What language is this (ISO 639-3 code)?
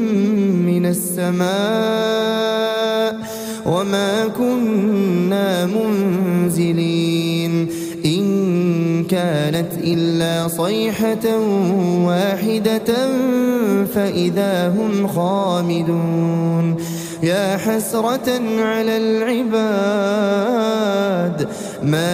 ara